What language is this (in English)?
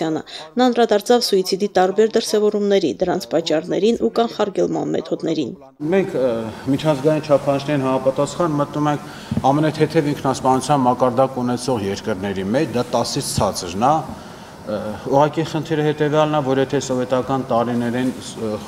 Armenian